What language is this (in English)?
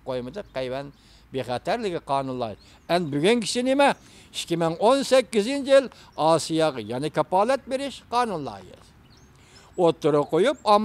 Uyghur